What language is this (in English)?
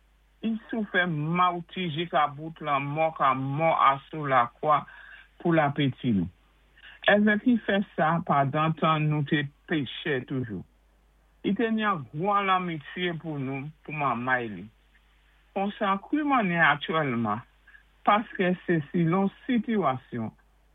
Saint Lucian Creole French